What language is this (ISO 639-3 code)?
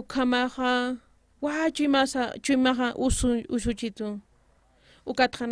aym